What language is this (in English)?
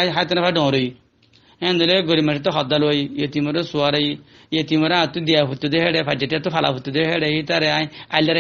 Rohingya